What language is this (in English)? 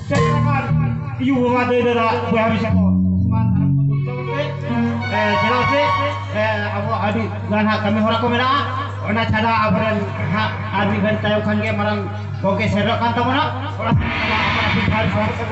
Santali